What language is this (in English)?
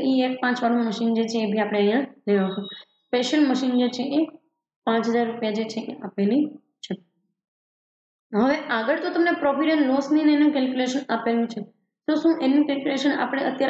Gujarati